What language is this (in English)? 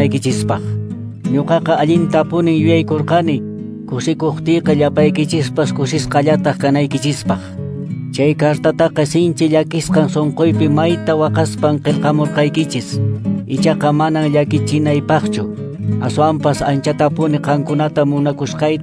Quechua